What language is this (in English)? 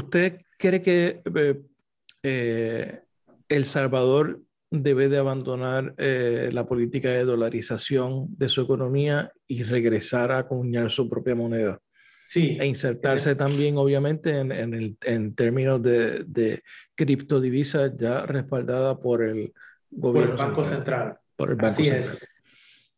Spanish